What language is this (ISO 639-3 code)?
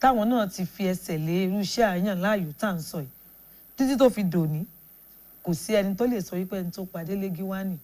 yor